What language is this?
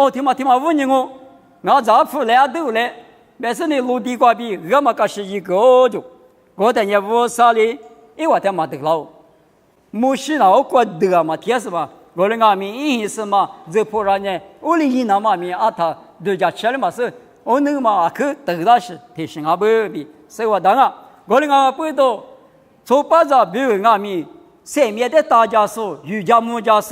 Lisu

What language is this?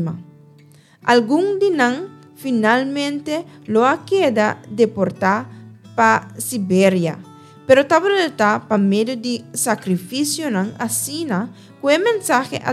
Papiamento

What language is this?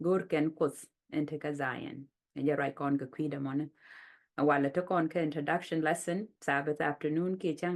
Nuer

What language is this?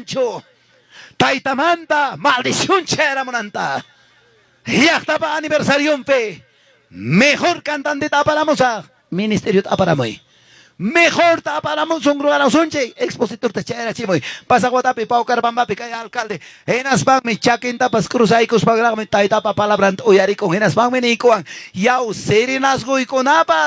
Ayacucho Quechua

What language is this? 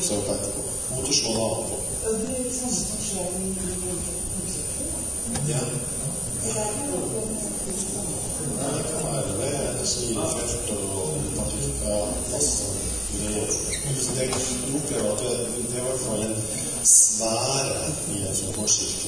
Norwegian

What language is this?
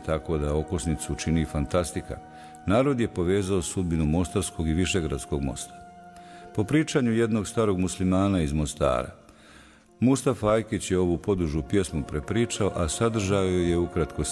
Bosnian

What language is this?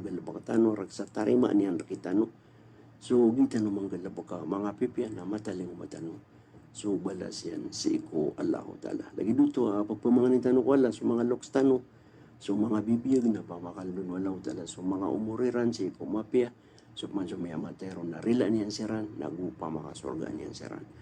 Maranao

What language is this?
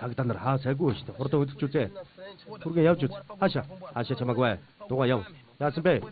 Mongolian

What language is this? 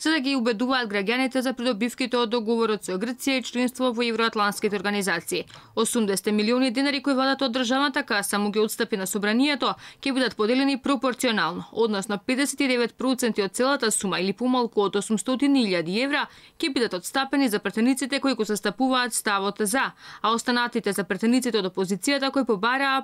Macedonian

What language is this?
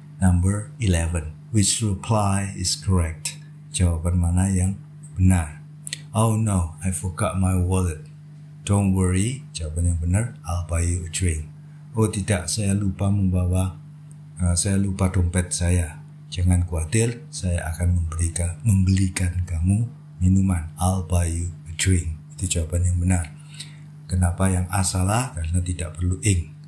Indonesian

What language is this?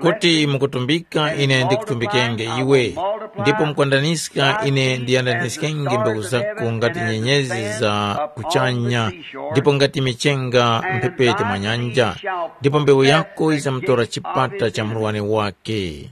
Tumbuka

